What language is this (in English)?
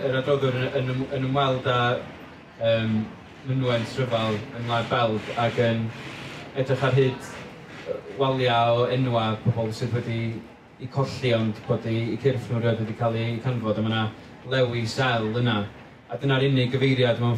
Welsh